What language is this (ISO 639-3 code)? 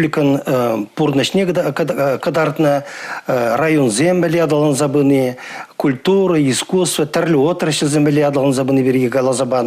chv